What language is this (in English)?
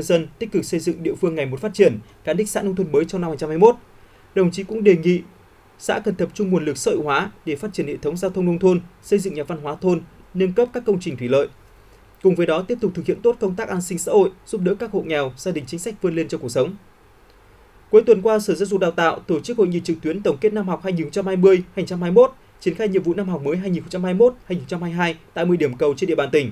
Vietnamese